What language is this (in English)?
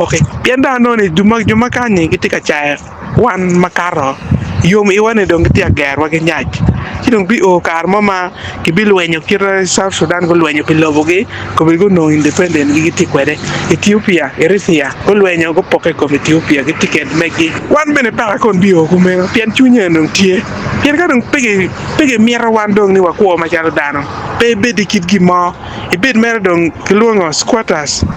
Acoli